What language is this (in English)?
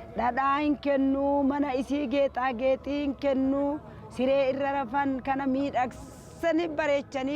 Oromo